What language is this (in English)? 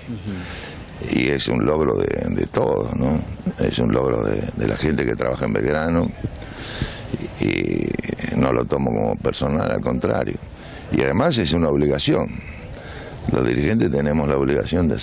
Spanish